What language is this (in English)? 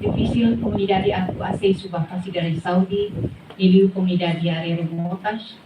Tetum